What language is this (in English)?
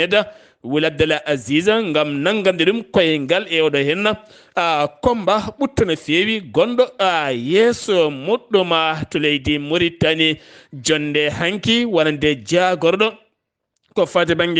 Fula